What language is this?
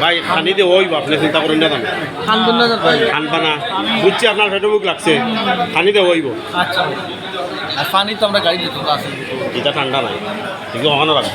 Sylheti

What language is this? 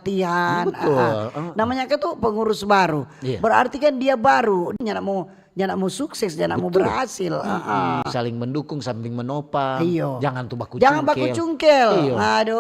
Manado Malay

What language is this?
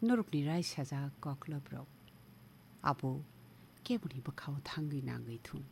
Kok Borok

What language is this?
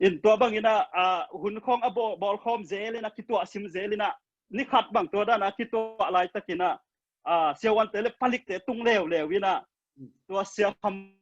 Tedim Chin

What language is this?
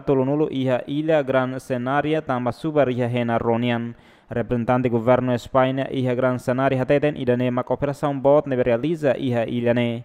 Tetum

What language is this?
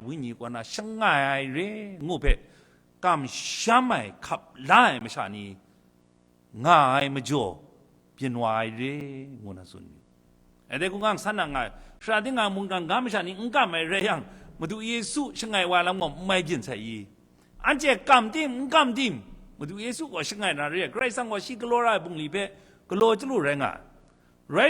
Kachin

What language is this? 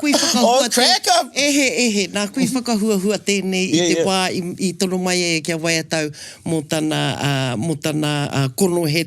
Māori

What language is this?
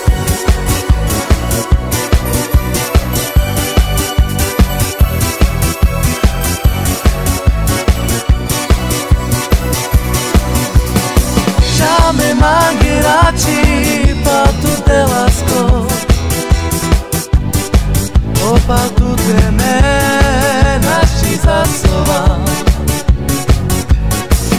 Slovak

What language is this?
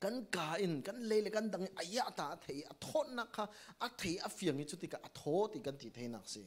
Falam Chin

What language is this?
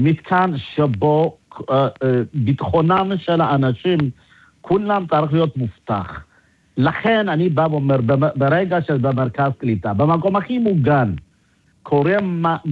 Hebrew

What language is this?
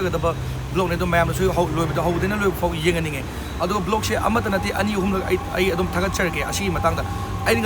Manipuri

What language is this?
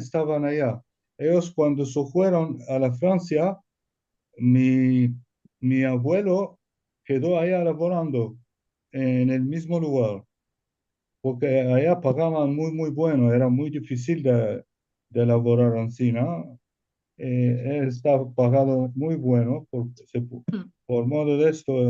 Ladino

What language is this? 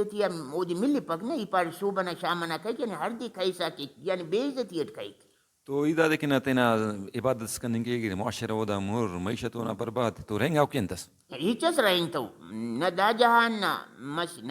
Brahui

